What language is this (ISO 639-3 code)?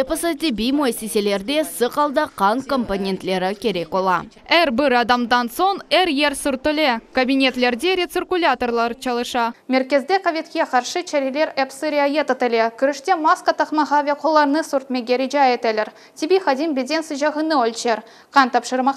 crh